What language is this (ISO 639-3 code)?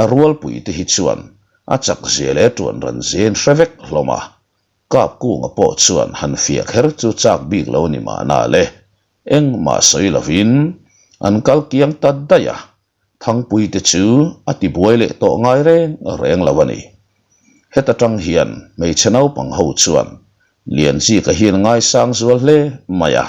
lus